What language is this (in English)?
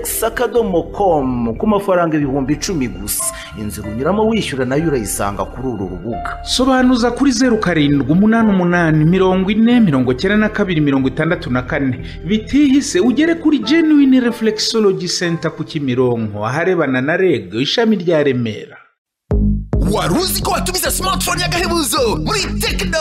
Kinyarwanda